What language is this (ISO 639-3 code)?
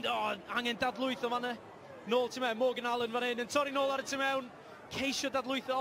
cym